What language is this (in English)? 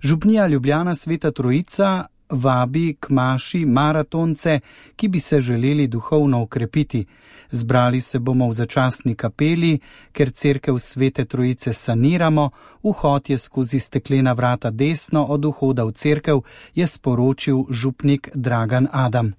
Slovenian